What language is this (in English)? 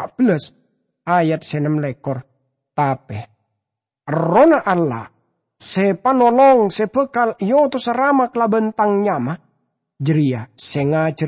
Madurese